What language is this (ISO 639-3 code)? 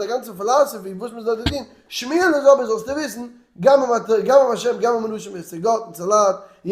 yid